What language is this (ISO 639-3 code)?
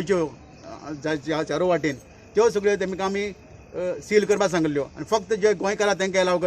kok